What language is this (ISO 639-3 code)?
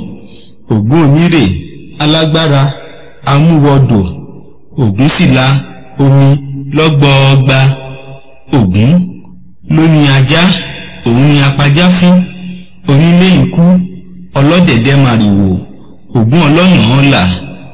yor